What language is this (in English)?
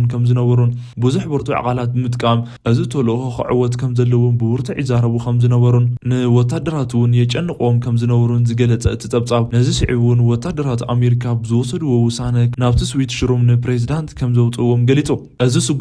Tigrinya